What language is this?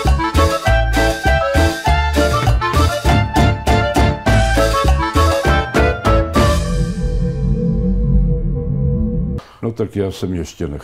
Czech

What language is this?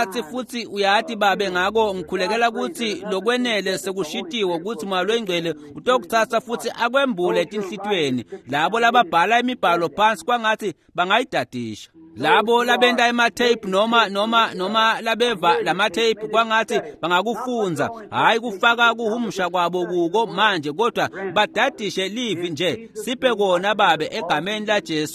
Swati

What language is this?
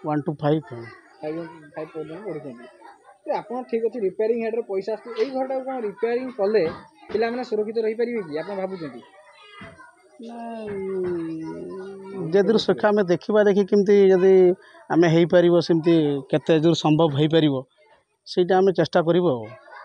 Odia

